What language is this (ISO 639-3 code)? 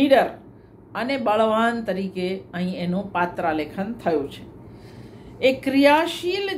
guj